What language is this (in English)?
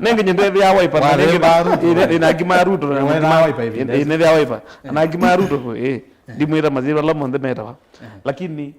Kamba